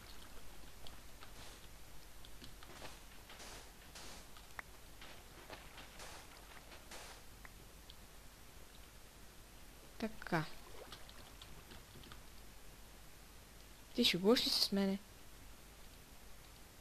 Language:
Bulgarian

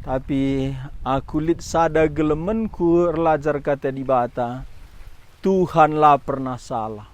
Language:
Batak Karo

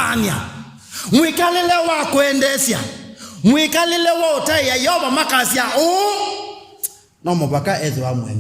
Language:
Kamba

